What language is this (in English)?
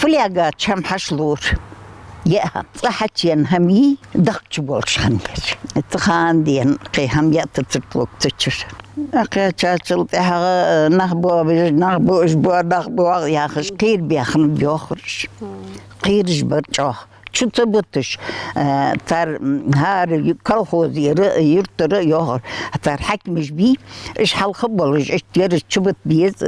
Ingush